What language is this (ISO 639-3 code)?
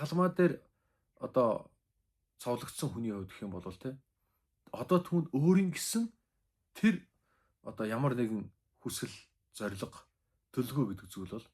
mon